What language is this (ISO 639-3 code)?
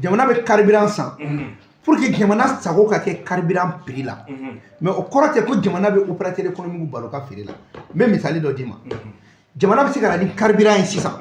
bam